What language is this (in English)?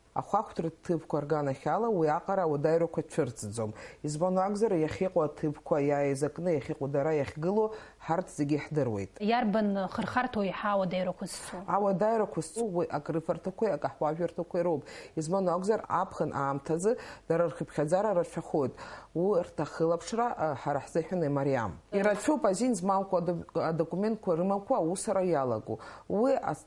Abkhazian